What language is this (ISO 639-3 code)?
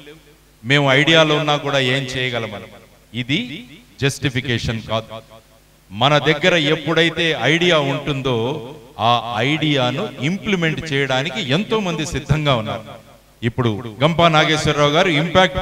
tel